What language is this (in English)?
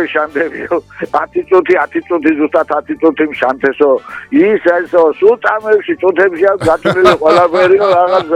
Georgian